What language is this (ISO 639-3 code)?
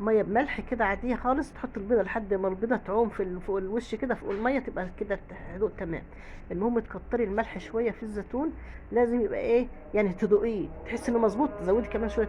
arz